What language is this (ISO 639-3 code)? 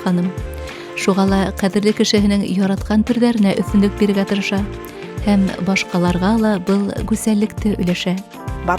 bak